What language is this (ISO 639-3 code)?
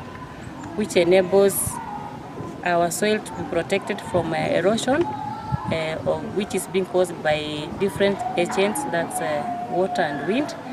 guz